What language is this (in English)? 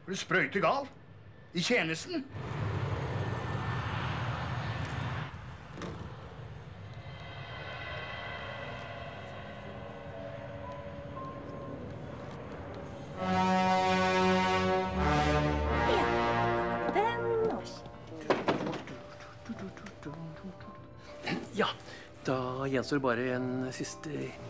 Norwegian